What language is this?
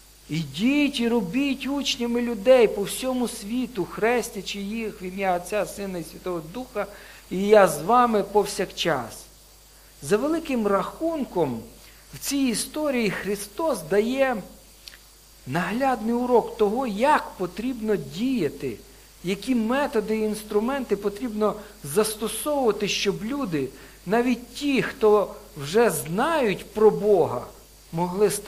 Ukrainian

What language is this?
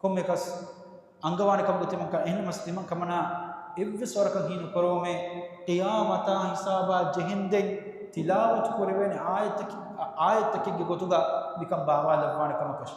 Divehi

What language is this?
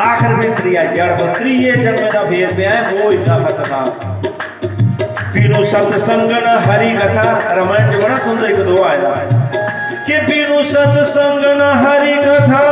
Dogri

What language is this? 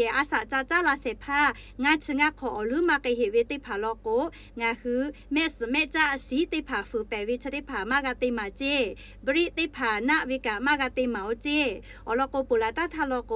Lahu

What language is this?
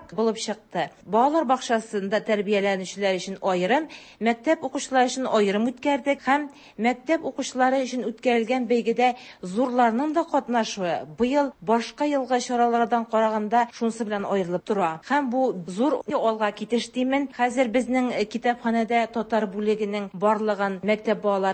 Tatar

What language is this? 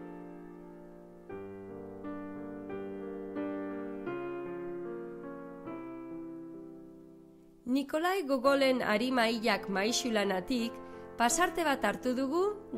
Basque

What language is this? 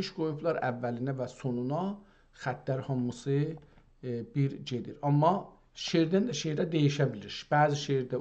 South Azerbaijani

